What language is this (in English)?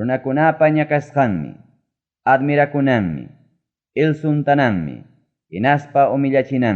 Ayacucho Quechua